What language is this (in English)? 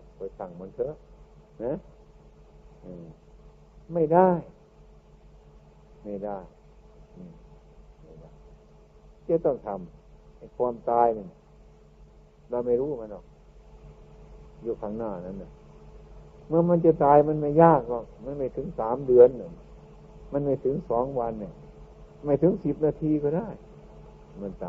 Thai